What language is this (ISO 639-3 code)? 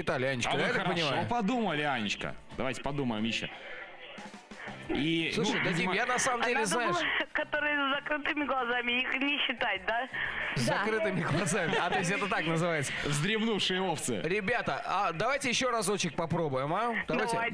rus